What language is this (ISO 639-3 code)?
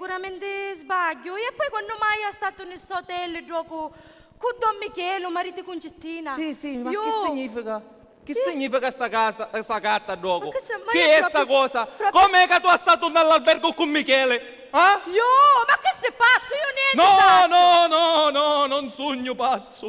scn